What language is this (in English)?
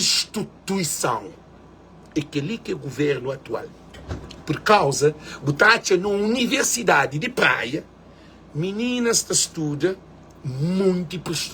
Kabuverdianu